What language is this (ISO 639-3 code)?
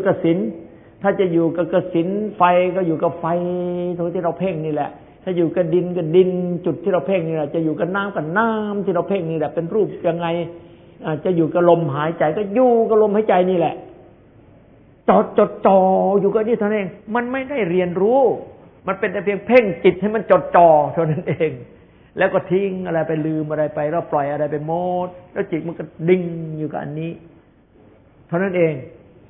tha